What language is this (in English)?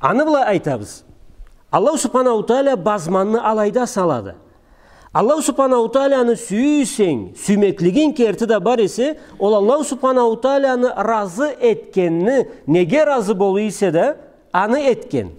Karachay-Balkar